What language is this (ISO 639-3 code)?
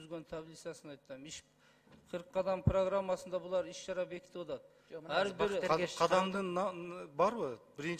kir